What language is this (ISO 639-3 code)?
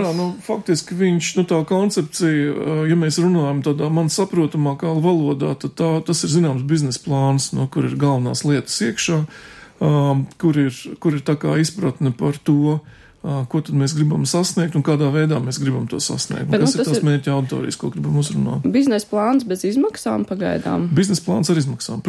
lav